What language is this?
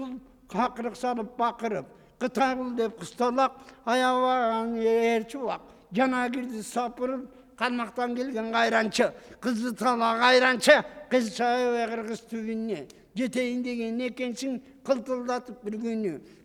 Kyrgyz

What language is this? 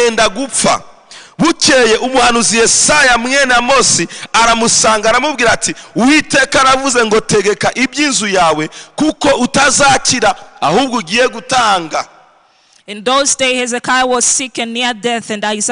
Kinyarwanda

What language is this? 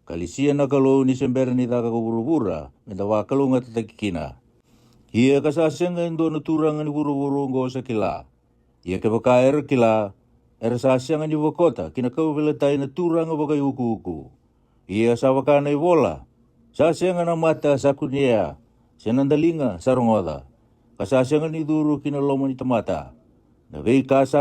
Fijian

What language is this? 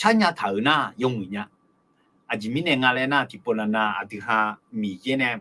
Akha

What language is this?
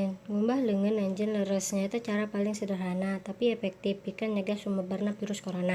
Sundanese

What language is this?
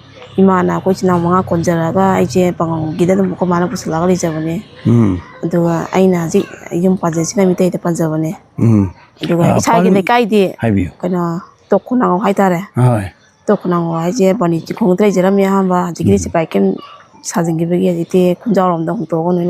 Manipuri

